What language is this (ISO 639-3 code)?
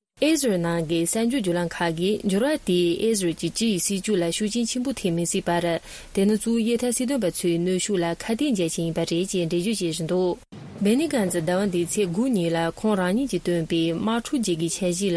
bod